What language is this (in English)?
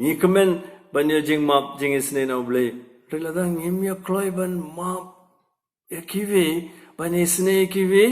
Khasi